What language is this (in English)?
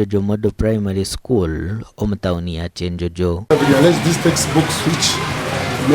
Nyankole